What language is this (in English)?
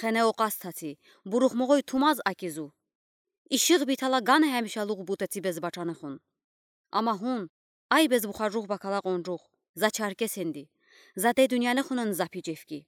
Udi